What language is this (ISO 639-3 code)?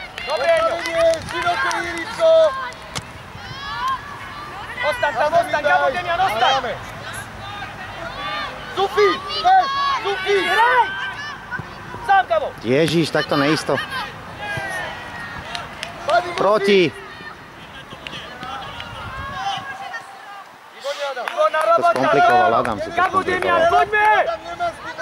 slk